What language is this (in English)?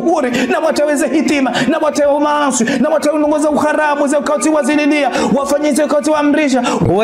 Ngazidja Comorian